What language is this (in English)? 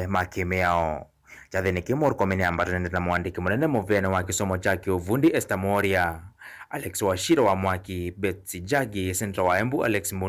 Kamba